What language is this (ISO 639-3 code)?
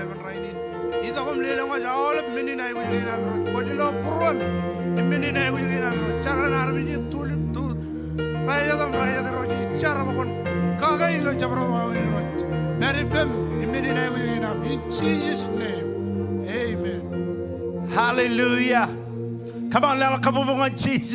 mah